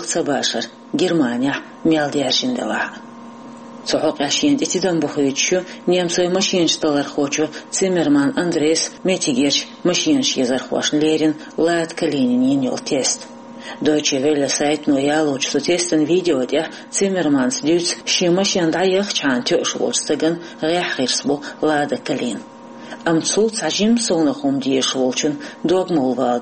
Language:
Chechen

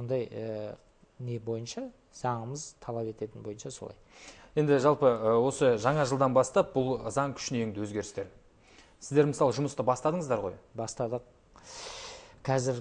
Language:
Kazakh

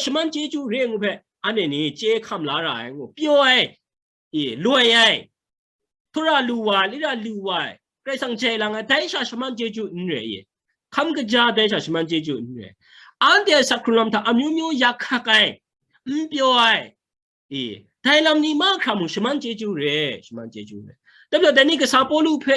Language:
Kachin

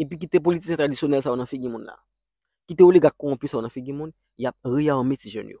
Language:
Haitian Creole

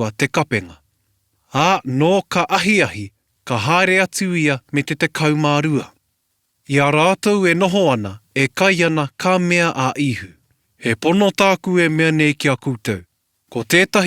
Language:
Māori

